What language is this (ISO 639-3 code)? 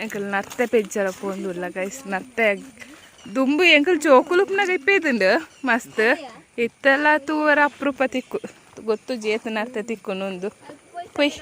tcy